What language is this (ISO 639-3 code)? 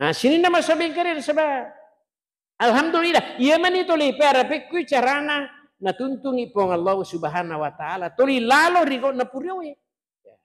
bug